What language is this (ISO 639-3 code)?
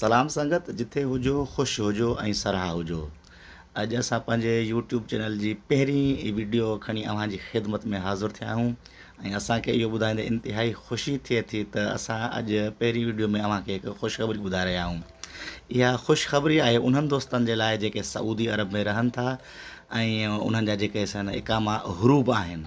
snd